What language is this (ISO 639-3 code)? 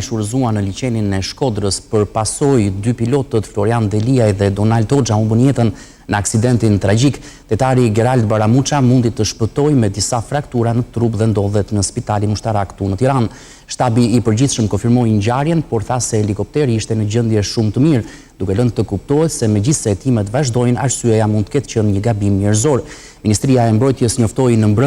sqi